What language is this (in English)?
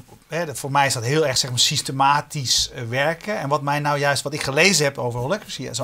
Dutch